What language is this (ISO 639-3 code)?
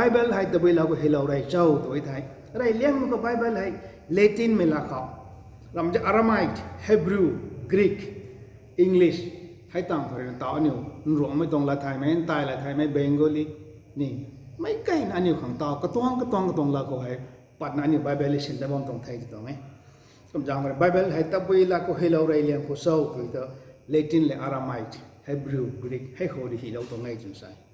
nbu